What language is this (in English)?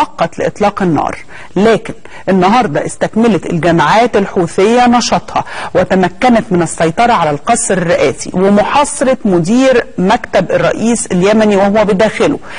Egyptian Arabic